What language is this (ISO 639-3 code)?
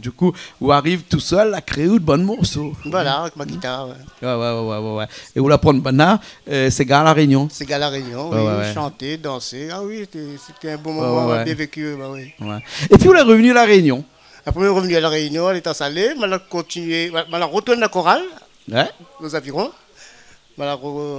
rcf